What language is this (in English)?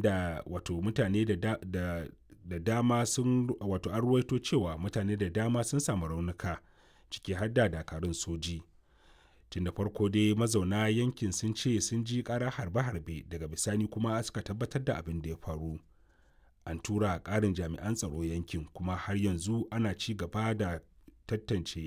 Hausa